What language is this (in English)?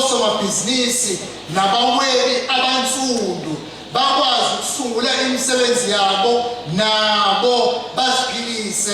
Zulu